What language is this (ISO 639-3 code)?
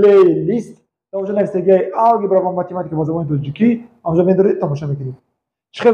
tgk